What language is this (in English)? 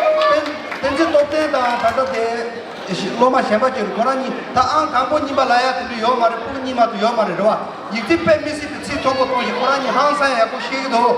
Tibetan